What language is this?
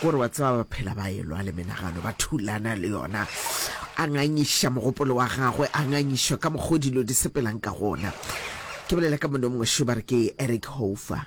Northern Sotho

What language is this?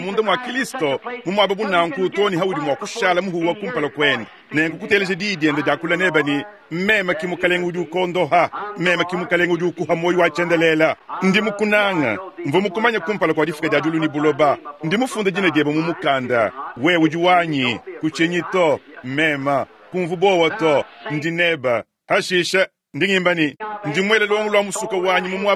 Luba-Lulua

